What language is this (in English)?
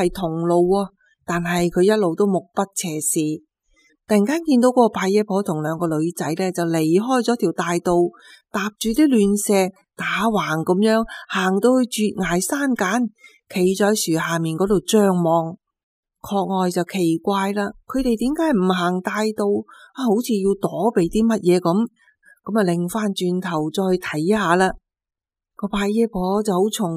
Cantonese